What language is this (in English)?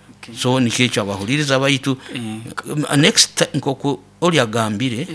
Nyoro